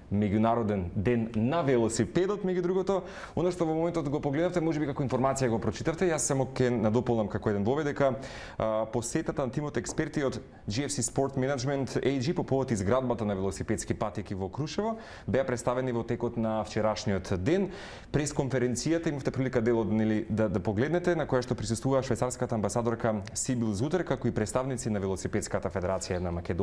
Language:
Macedonian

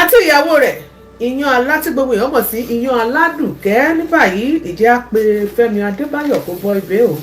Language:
Yoruba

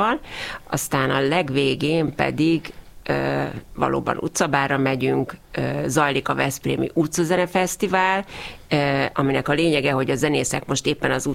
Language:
Hungarian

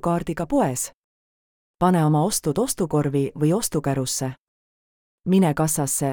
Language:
Estonian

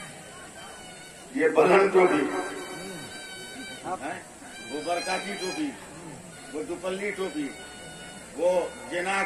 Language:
Urdu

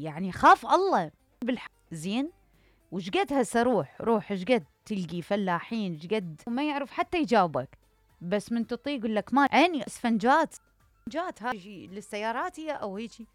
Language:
Mesopotamian Arabic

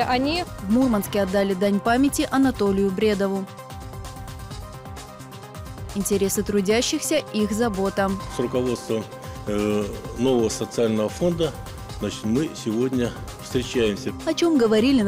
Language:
Russian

